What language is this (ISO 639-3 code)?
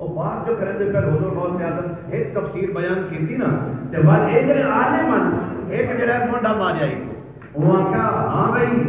skr